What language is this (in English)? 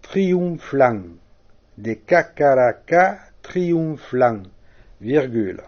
Occitan